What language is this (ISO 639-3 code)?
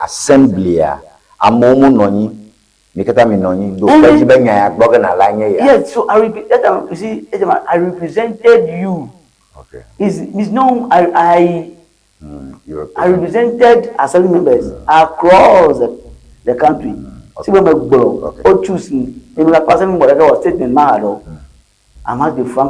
ewe